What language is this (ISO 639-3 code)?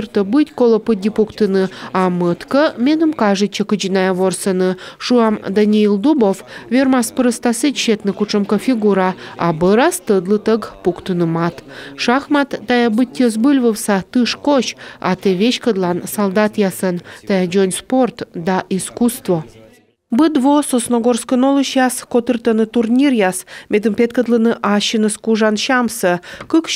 kom